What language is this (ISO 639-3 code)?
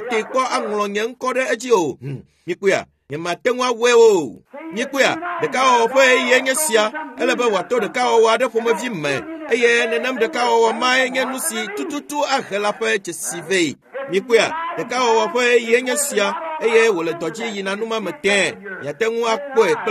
ewe